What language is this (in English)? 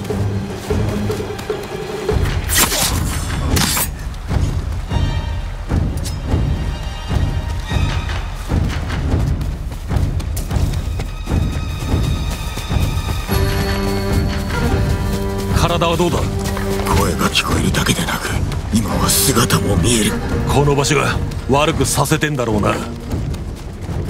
Japanese